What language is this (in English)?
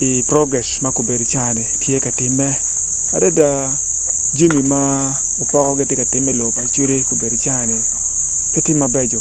Acoli